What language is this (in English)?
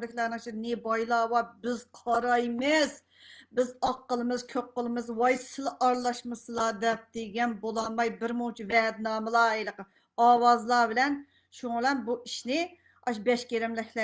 Uyghur